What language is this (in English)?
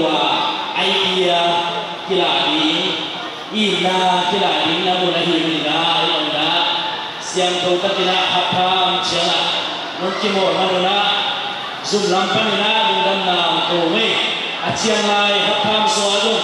Tedim Chin